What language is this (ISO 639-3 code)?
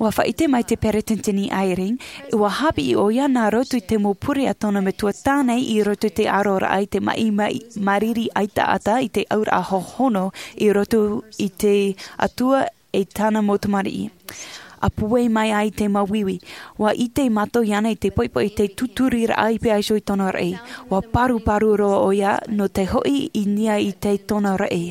tah